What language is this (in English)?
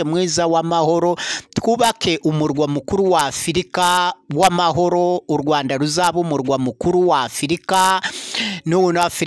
Kinyarwanda